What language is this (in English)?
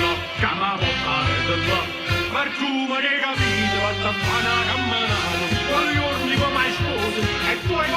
Neapolitan